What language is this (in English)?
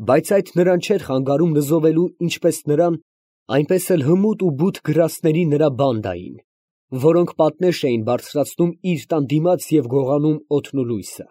Armenian